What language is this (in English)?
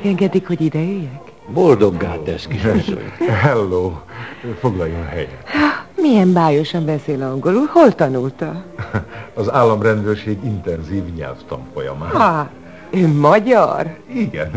Hungarian